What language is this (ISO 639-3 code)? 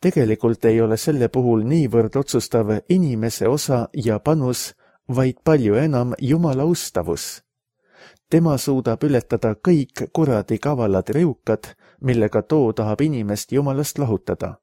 est